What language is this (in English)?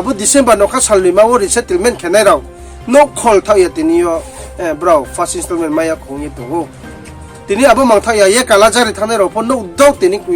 Riang (India)